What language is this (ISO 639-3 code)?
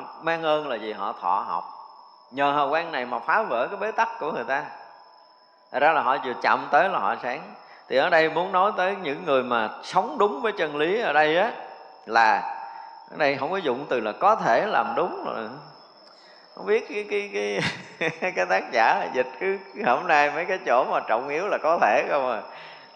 vie